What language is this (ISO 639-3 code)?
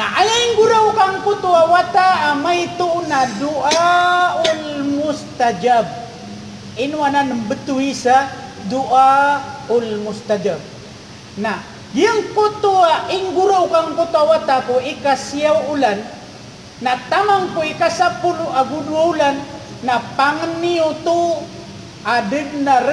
mrw